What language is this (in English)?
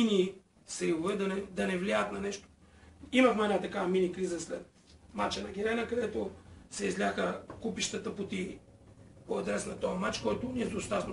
Bulgarian